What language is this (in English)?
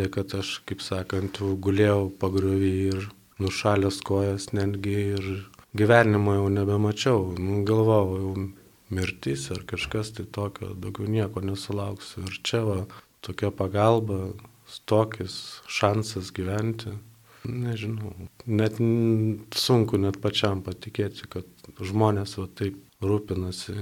Lithuanian